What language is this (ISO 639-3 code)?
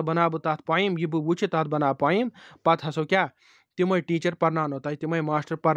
kas